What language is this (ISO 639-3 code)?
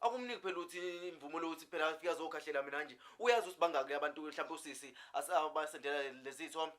zul